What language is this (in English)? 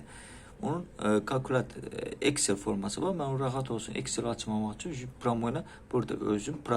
Azerbaijani